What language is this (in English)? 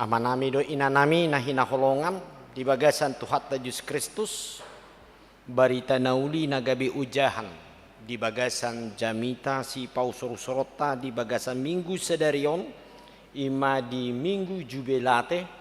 Batak Toba